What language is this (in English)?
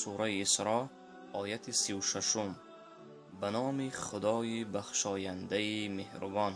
Tajik